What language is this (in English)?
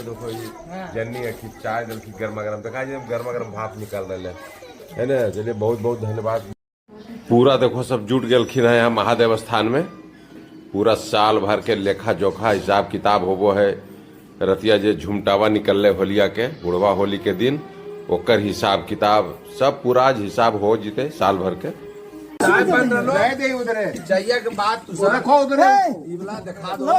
Magahi